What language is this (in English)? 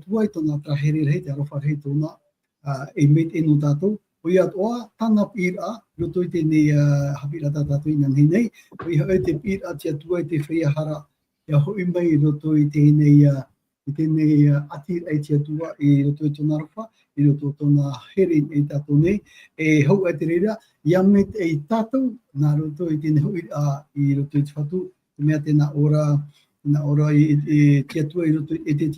Tahitian